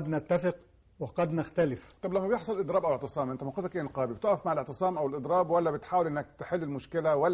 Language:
Egyptian Arabic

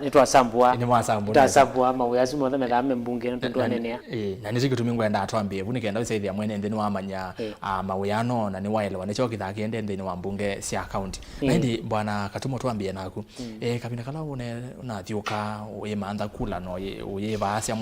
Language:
Kamba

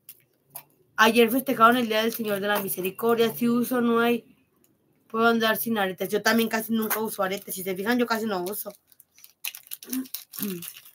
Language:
Spanish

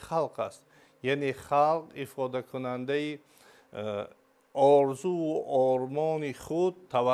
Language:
Tajik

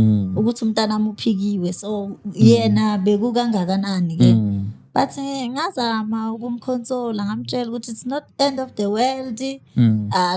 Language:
Zulu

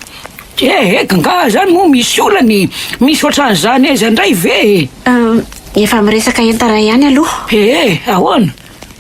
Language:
Malagasy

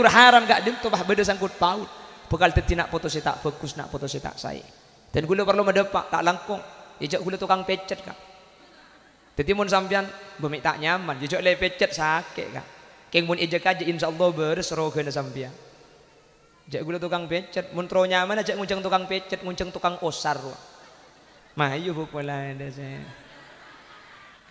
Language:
Madurese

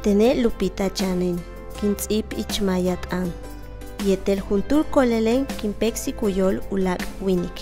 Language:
Yucateco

